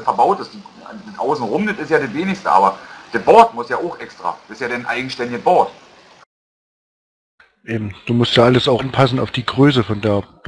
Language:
German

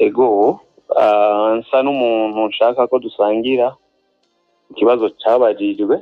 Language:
Rundi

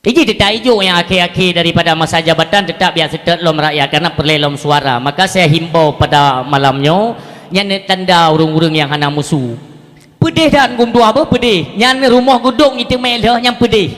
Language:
Achinese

